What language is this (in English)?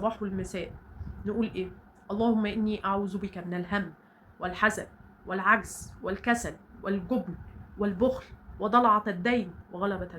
Egyptian Arabic